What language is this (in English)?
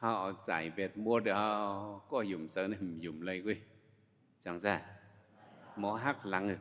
Shan